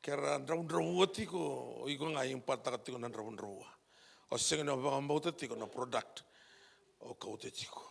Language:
Fijian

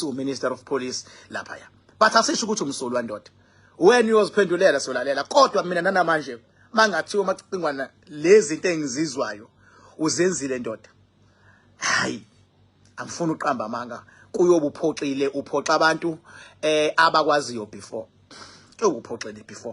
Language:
Zulu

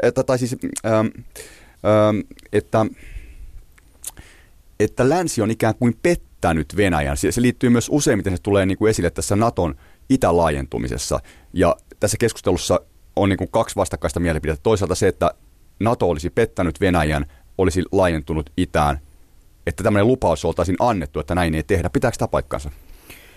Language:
Finnish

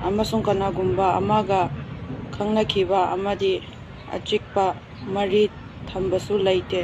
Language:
Manipuri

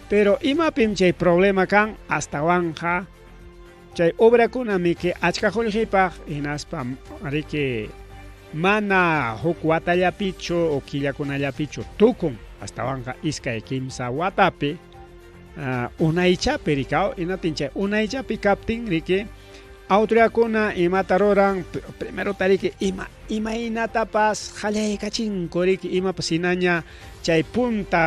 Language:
Ayacucho Quechua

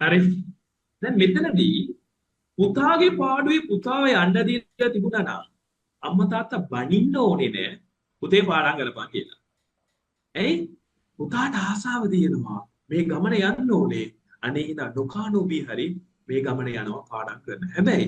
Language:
Sinhala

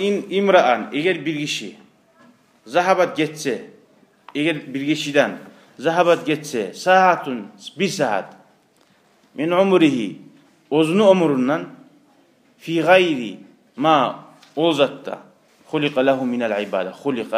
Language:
Kumyk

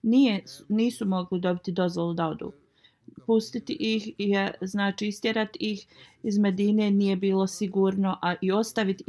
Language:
Bosnian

